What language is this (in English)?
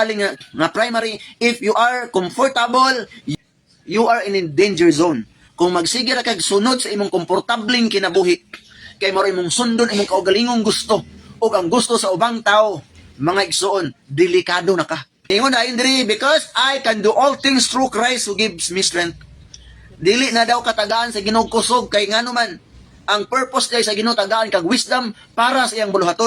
Cebuano